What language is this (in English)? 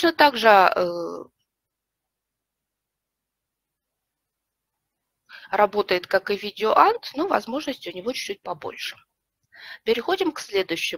Russian